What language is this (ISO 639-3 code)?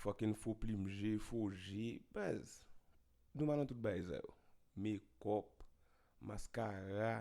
hat